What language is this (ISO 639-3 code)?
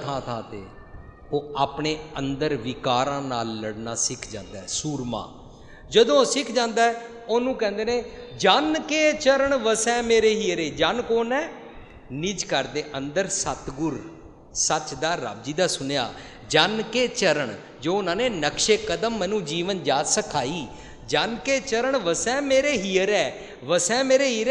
pan